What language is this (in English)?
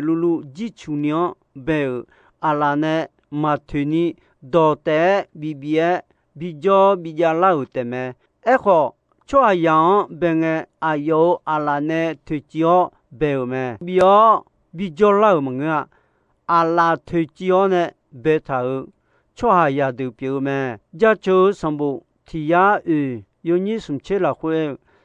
Akha